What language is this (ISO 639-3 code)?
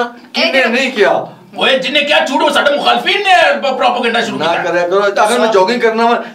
phr